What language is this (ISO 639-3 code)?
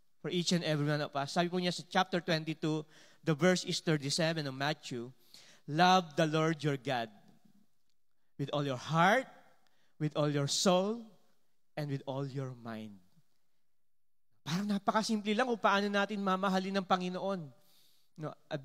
fil